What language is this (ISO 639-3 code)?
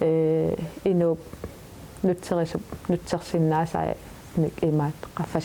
kal